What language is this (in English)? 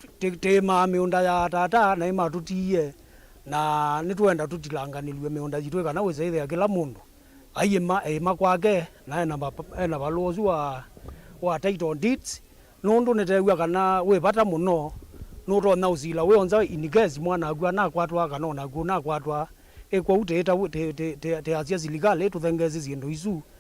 Kamba